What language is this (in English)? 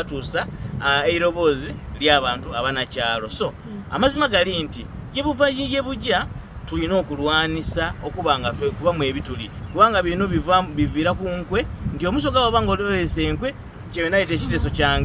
Soga